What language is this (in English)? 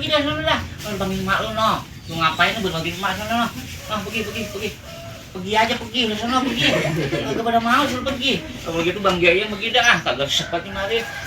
Betawi